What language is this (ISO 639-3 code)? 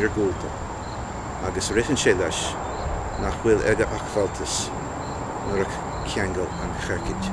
gle